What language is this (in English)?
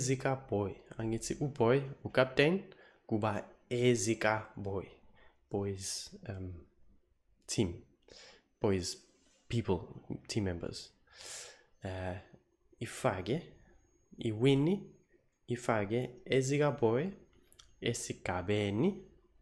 Zulu